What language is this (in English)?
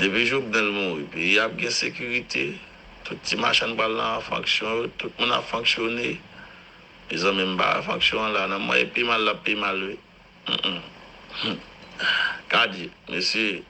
Haitian Creole